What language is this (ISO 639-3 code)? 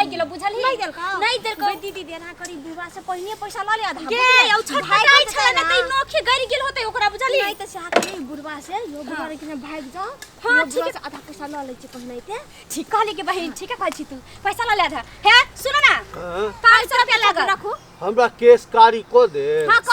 mai